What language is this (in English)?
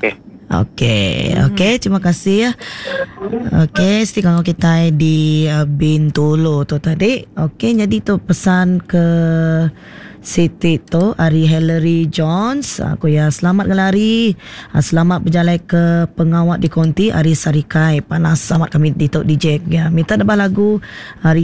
Iban